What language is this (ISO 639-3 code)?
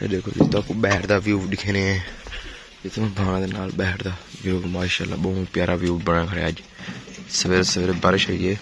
skr